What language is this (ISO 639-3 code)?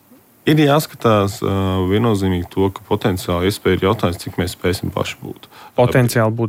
lav